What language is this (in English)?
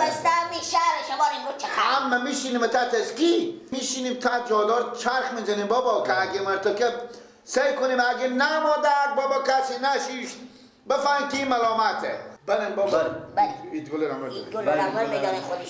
Persian